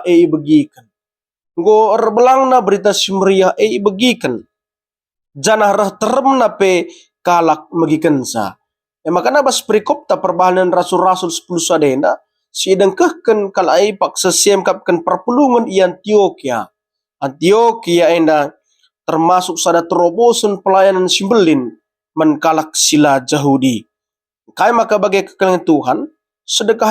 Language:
Batak Karo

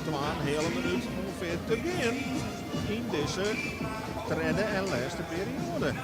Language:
Western Frisian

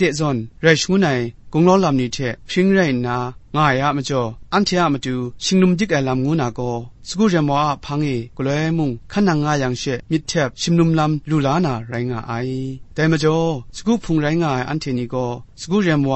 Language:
Kachin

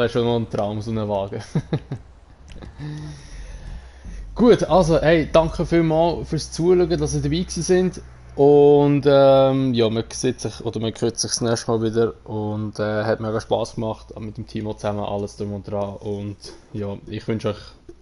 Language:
Swiss German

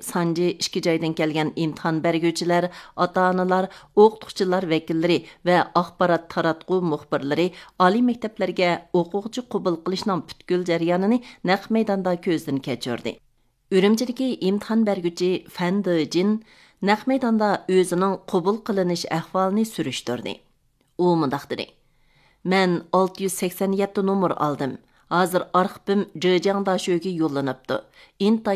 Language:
Uyghur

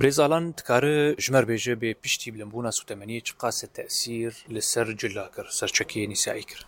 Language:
Kurdish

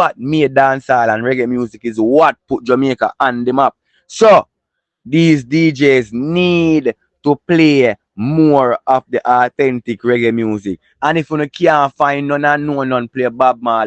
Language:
Jamaican Creole English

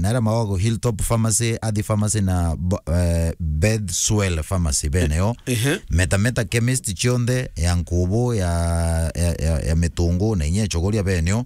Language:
Meru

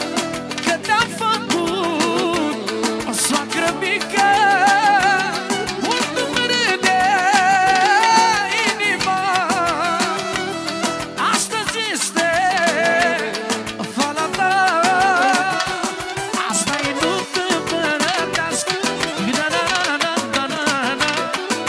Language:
Romanian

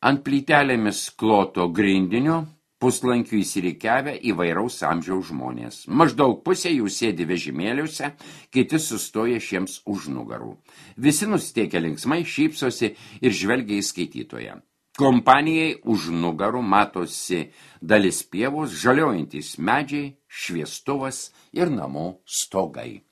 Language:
Lithuanian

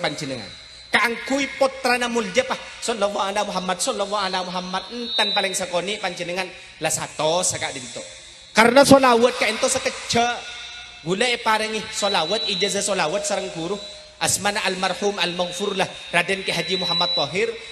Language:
Madurese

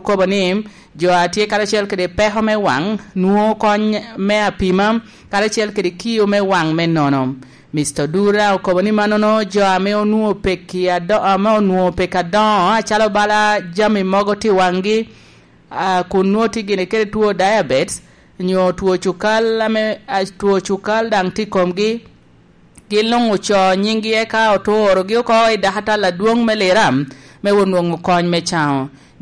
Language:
Lango (Uganda)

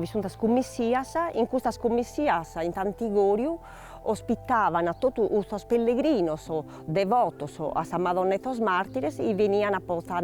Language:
Sardinian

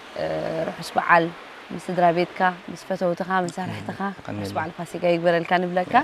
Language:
Tigrinya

